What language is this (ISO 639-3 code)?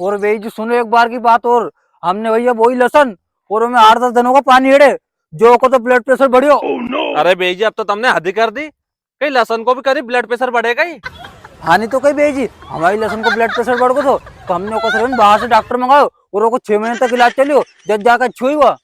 raj